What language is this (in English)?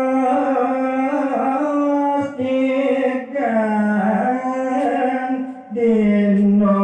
Balinese